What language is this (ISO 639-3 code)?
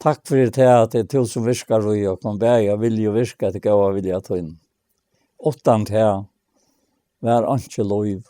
fao